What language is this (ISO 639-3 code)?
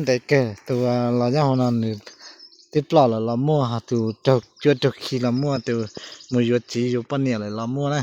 hmn